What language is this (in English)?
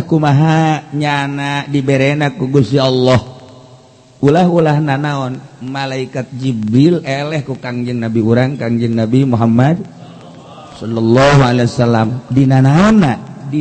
Sundanese